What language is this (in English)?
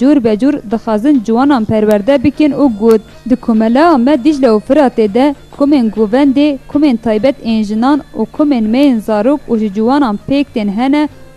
Kurdish